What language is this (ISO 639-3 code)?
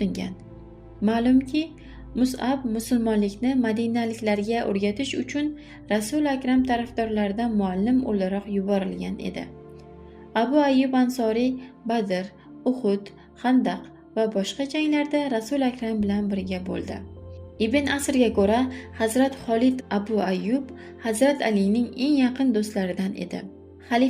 uzb